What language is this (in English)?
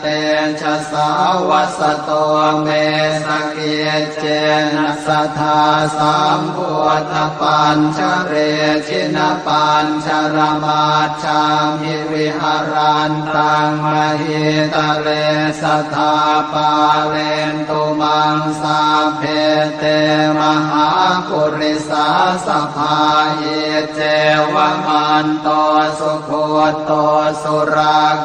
Pali